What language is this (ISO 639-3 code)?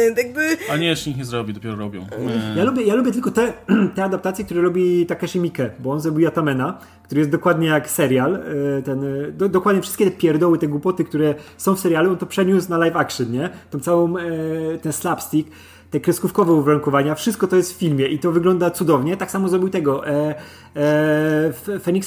pol